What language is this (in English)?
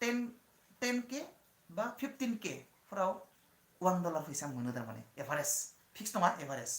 Bodo